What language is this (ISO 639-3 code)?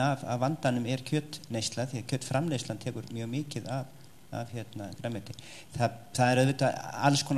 isl